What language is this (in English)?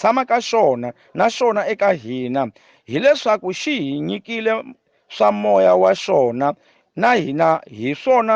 Tsonga